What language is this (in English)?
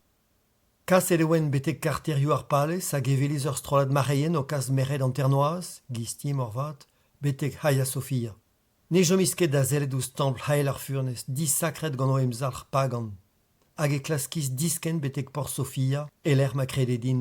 Breton